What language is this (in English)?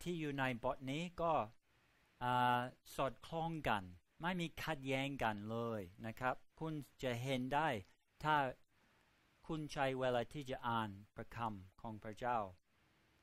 Thai